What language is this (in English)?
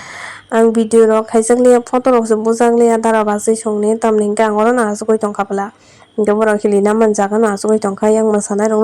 Kok Borok